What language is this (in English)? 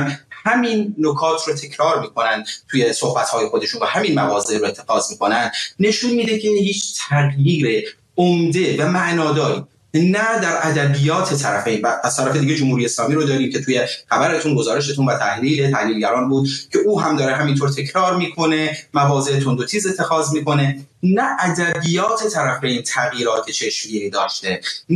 Persian